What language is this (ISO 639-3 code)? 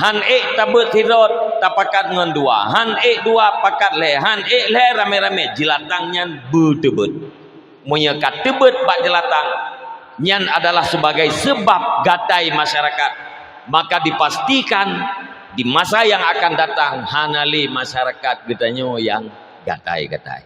ace